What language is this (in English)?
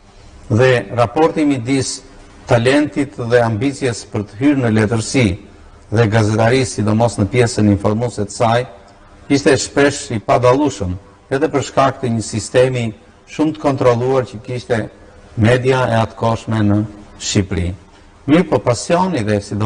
Albanian